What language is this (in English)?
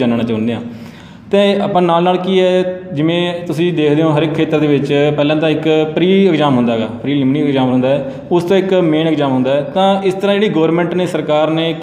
Punjabi